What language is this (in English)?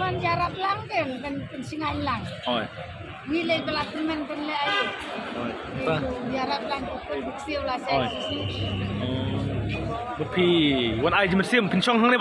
Khasi